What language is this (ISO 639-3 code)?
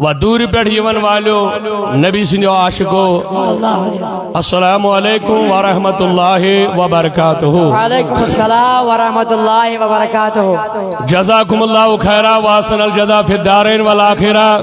kas